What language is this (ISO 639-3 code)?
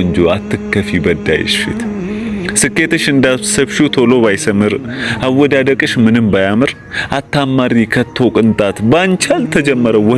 amh